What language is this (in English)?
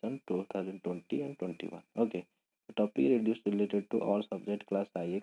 Odia